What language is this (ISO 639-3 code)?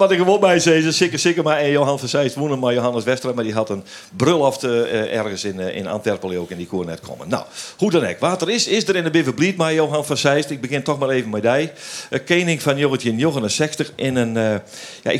fry